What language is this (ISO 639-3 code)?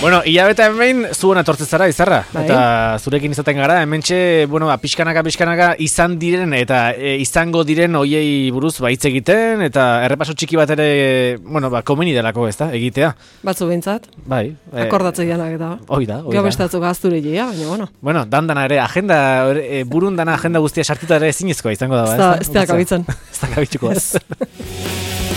eus